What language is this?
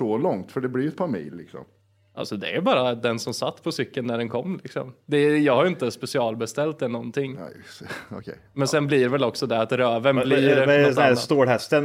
Swedish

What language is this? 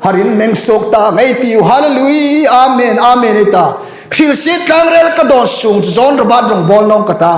Hmar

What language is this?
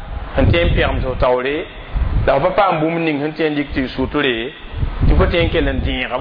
Mossi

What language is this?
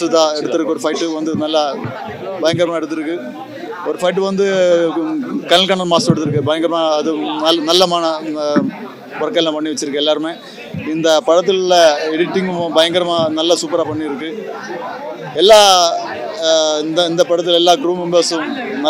Tamil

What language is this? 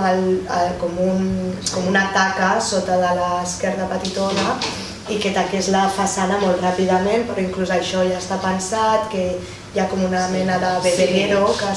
Catalan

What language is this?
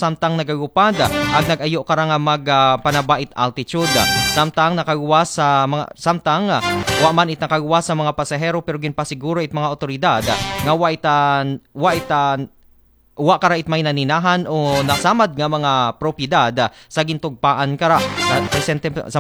Aklanon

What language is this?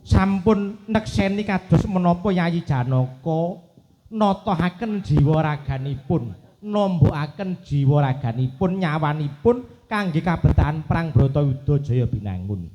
Javanese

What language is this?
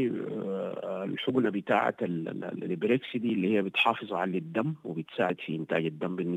Sudanese Arabic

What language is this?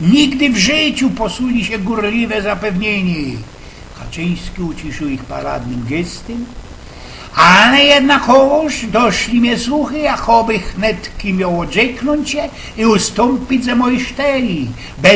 Silesian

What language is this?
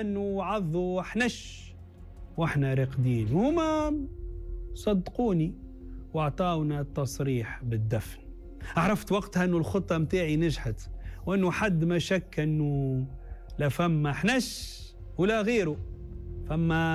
Tunisian Arabic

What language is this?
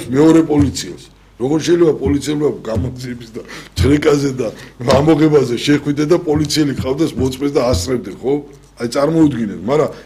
Georgian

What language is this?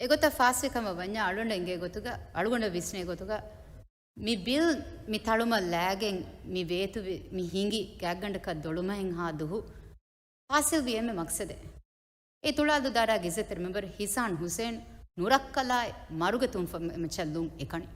Divehi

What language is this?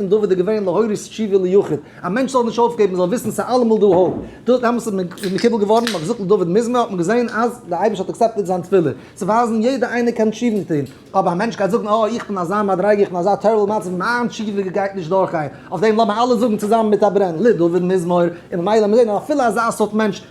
Yiddish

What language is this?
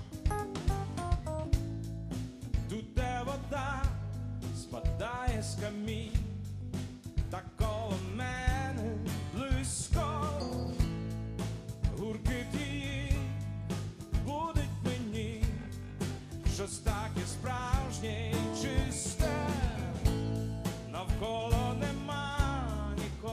Ukrainian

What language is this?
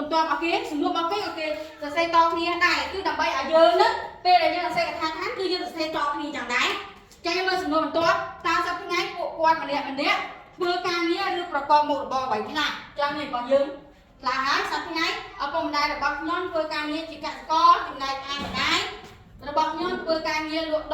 Khmer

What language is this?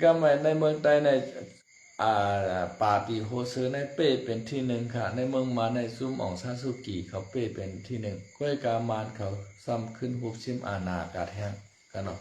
Shan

